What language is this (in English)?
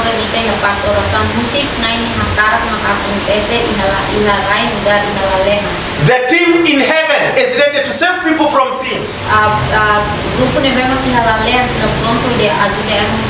Tetum